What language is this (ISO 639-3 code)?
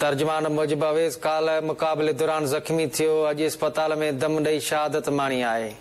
snd